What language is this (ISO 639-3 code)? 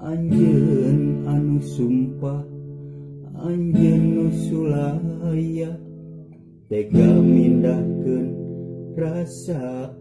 sun